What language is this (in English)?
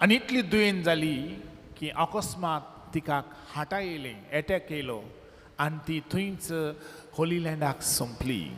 Konkani